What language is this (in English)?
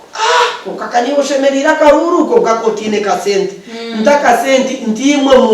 Nyankole